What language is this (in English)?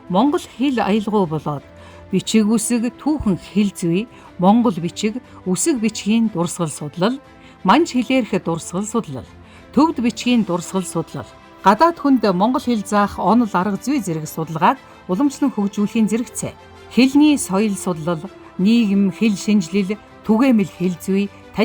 Mongolian